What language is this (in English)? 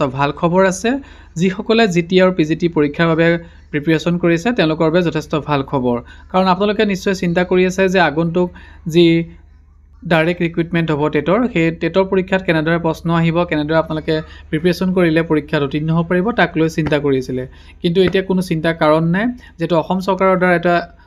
Assamese